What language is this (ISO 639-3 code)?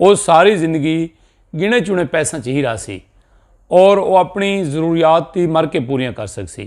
skr